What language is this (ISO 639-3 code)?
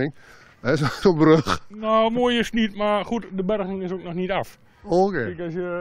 nld